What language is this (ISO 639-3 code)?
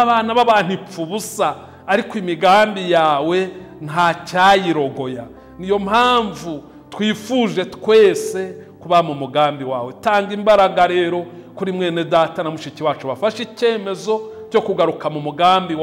kin